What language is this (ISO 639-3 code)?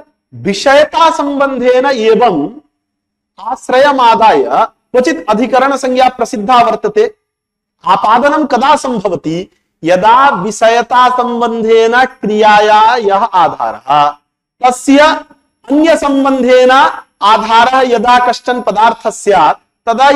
san